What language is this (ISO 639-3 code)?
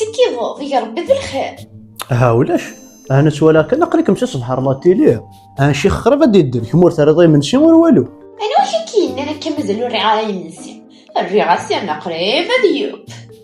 kab